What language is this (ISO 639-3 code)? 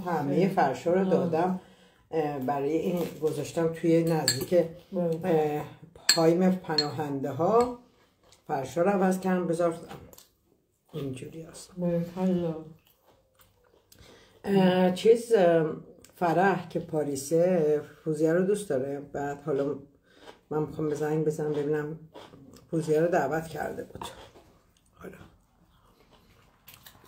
fas